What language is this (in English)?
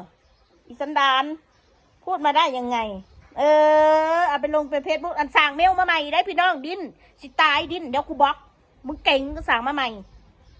Northeastern Thai